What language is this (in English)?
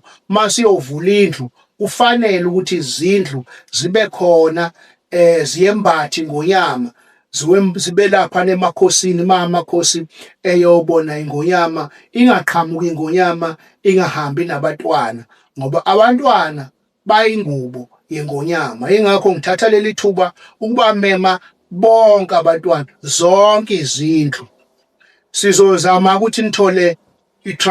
Zulu